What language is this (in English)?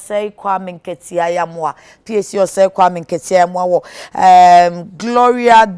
Akan